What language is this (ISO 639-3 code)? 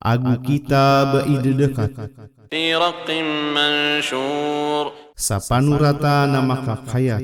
mrw